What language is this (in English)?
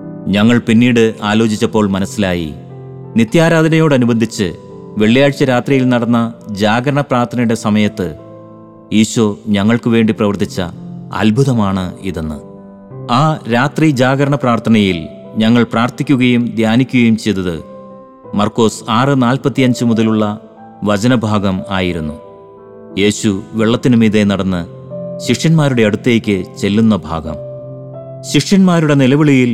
Malayalam